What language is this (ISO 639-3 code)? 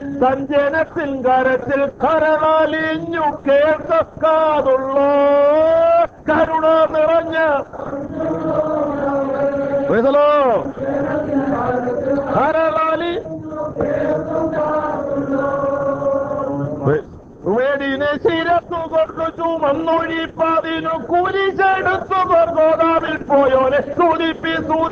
mal